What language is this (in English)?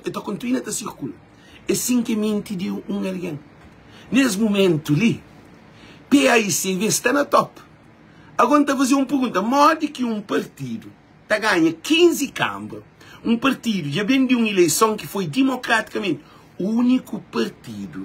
Kabuverdianu